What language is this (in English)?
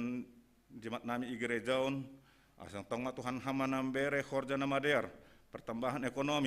Batak Simalungun